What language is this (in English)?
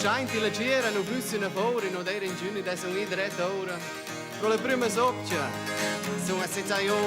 Romansh